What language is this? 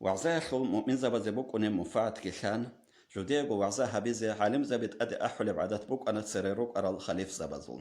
Avaric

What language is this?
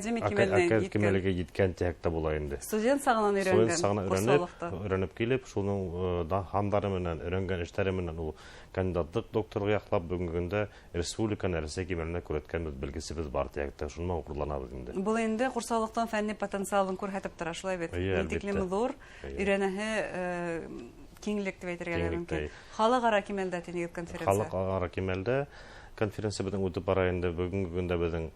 Bashkir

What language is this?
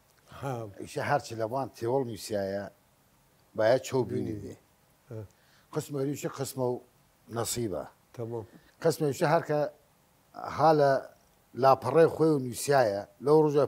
Southern Kurdish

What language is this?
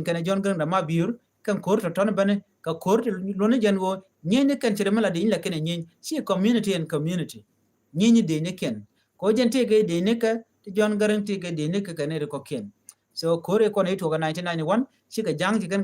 Nuer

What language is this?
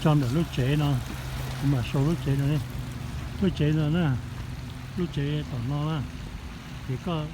Hmong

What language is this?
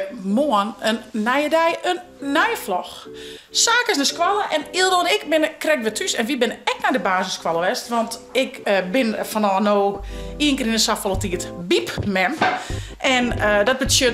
Western Frisian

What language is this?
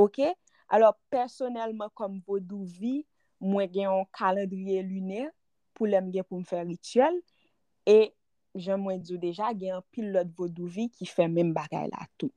Haitian Creole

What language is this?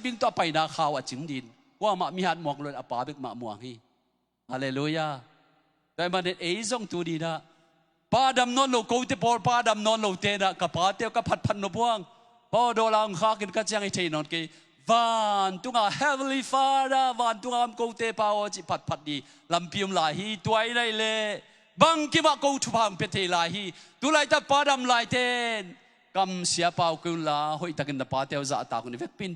Tedim Chin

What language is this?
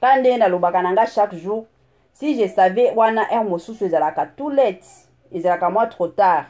Lingala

